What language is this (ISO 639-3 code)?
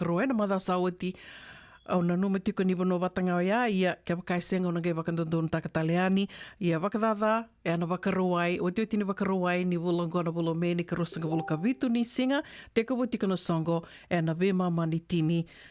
fij